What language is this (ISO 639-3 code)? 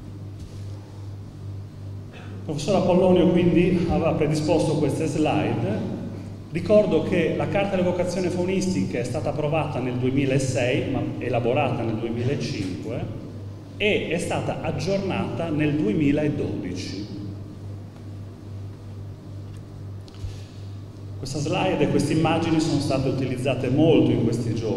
ita